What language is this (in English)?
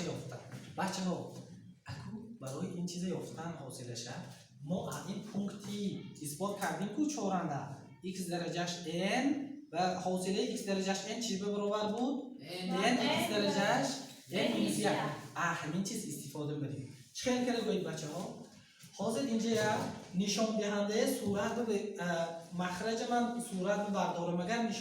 Tajik